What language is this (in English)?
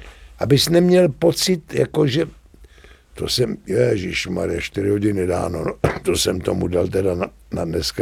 Czech